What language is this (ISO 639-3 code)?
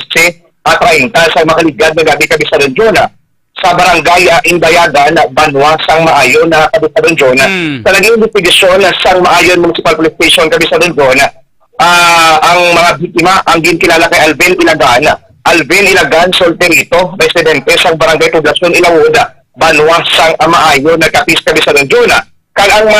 hil